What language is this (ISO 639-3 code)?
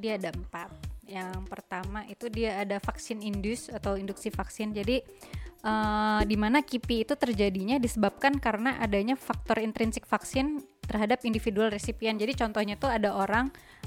ind